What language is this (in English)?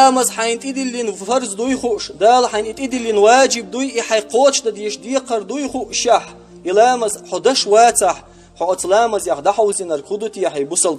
Chechen